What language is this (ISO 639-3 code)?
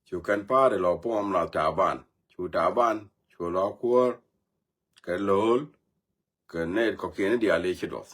nus